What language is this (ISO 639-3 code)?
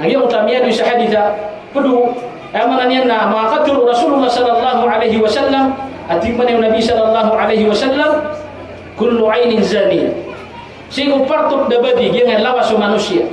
mrw